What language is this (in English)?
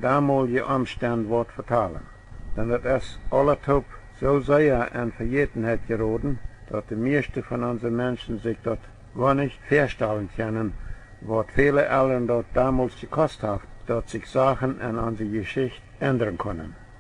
Plautdietsch